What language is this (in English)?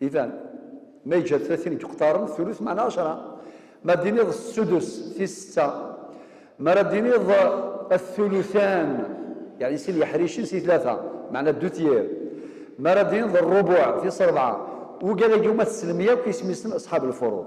Kabyle